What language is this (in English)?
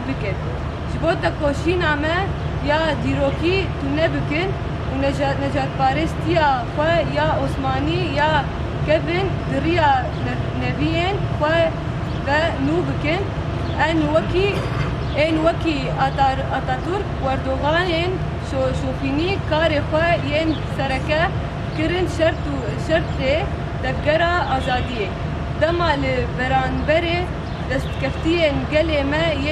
Kurdish